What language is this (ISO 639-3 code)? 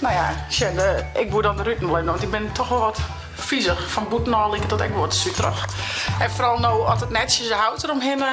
fry